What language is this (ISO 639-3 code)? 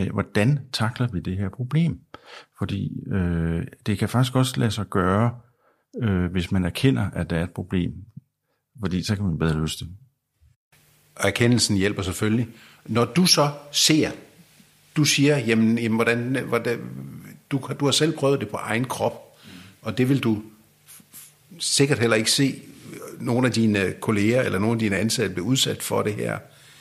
dan